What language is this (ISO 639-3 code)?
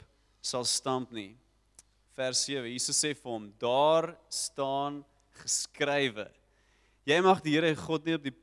afr